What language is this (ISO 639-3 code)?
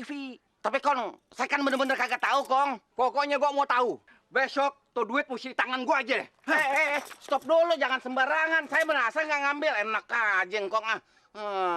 bew